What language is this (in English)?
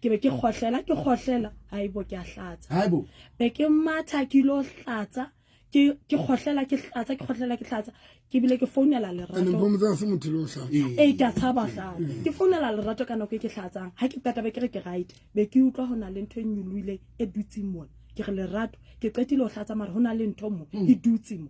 Southern Sotho